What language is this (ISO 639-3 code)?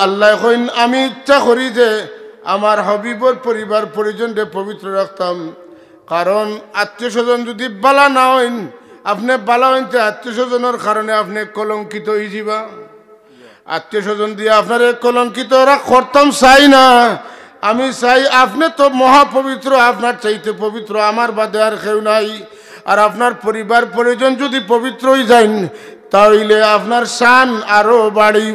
syl